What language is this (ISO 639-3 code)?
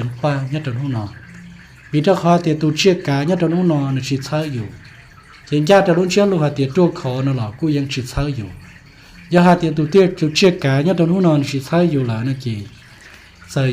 hmn